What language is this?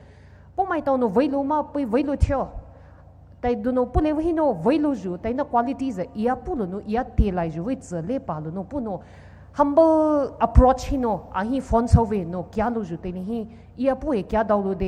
Poumei Naga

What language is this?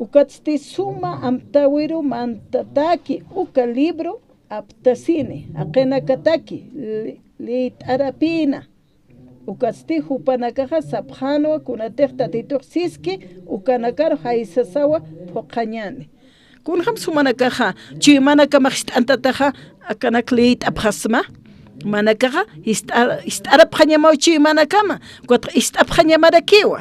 Aymara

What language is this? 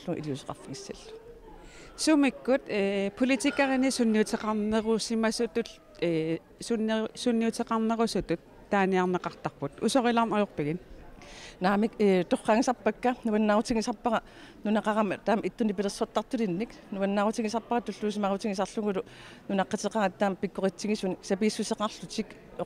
Kalaallisut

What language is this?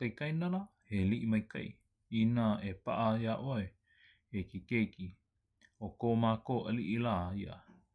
Hawaiian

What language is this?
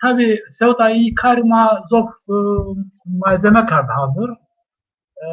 Zaza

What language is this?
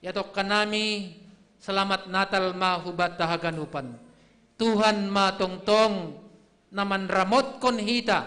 Batak Simalungun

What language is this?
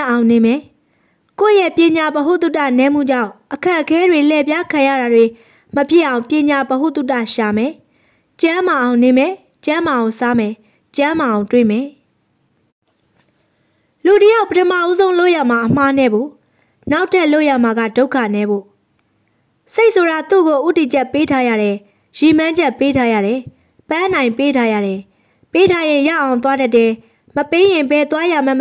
Burmese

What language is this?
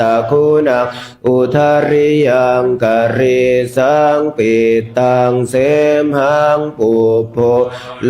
Pali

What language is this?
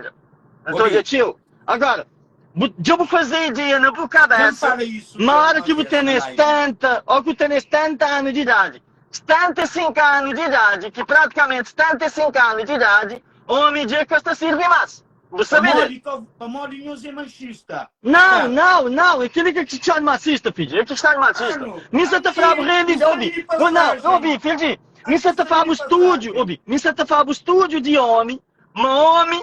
Kabuverdianu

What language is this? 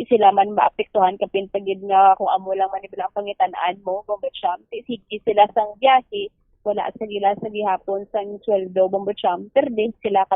Hiligaynon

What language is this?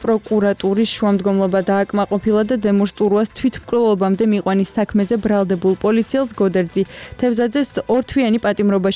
Georgian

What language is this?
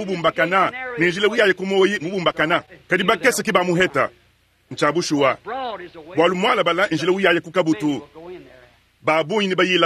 Luba-Lulua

